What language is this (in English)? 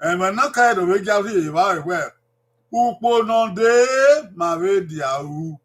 Bini